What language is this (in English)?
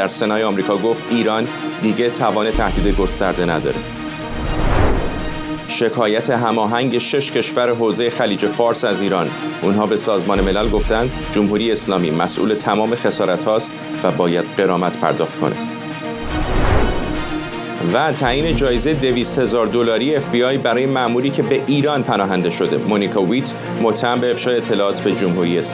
Persian